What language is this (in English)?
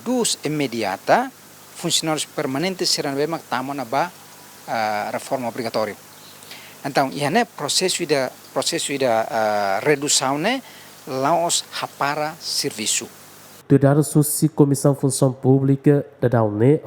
Tetum